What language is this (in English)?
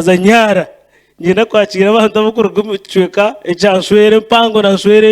Nyankole